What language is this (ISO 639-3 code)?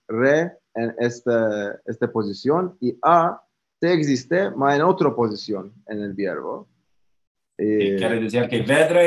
lad